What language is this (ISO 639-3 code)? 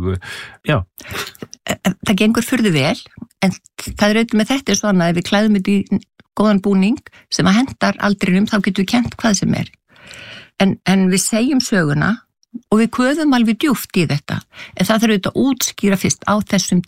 isl